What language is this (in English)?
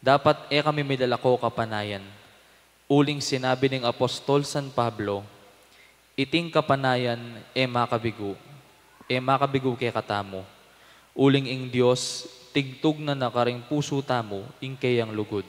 Pampanga